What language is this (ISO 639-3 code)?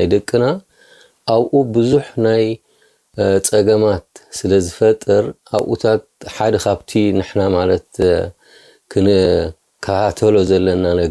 tir